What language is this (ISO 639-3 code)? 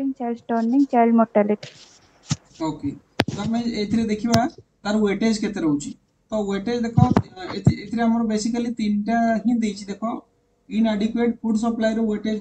ori